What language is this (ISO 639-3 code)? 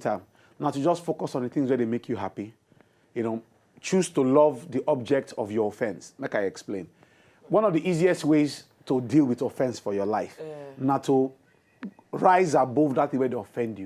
pcm